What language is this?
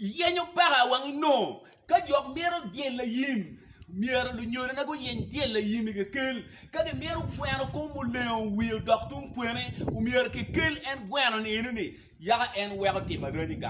Acoli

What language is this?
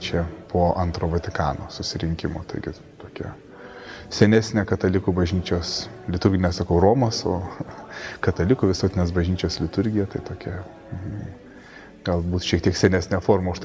Lithuanian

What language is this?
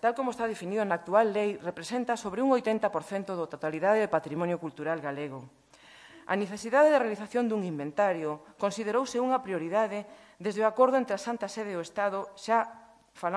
Galician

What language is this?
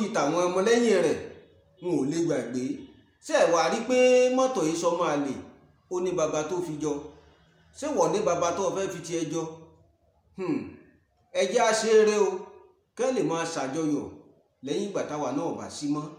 Yoruba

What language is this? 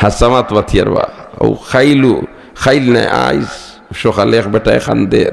Sylheti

